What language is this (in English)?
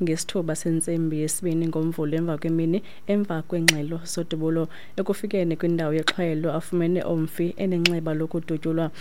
Xhosa